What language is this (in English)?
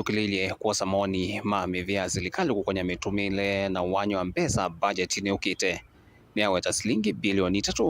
Kamba